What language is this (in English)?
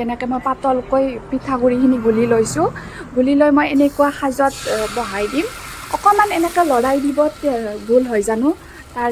Assamese